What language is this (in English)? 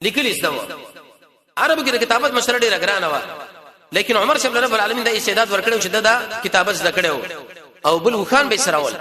Pashto